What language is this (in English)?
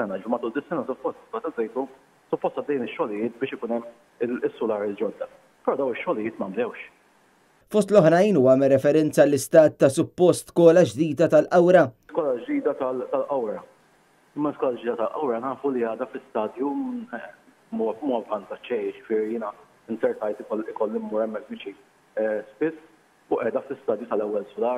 Maltese